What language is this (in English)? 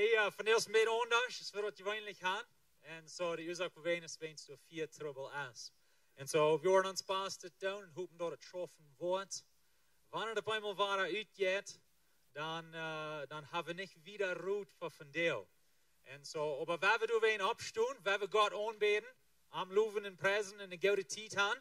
Plautdietsch